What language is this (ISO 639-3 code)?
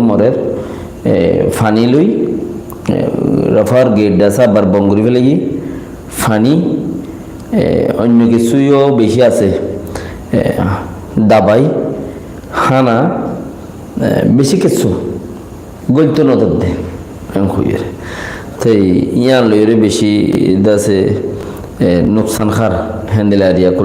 rhg